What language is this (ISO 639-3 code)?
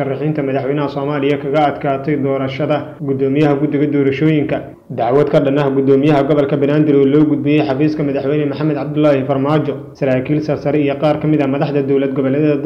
som